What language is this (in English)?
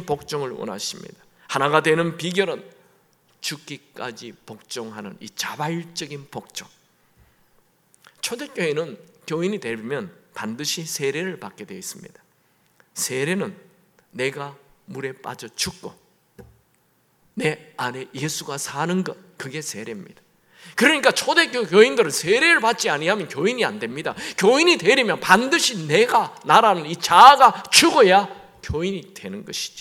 Korean